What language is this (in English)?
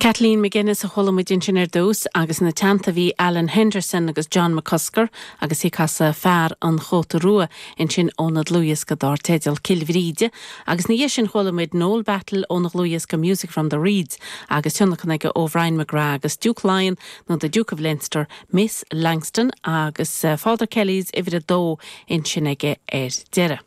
Irish